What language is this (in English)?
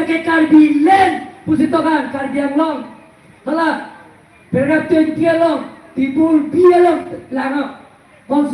Karbi